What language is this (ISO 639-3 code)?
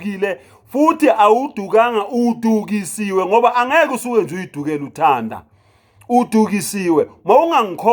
zul